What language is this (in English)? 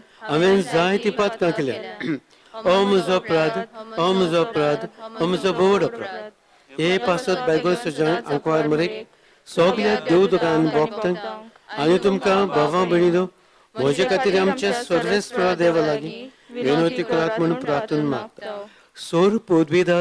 Konkani